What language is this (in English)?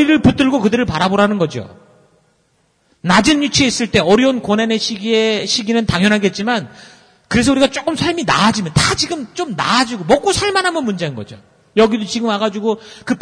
Korean